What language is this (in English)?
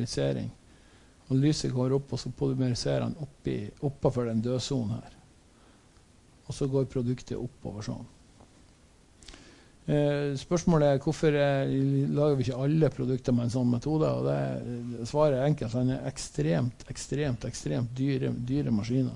Norwegian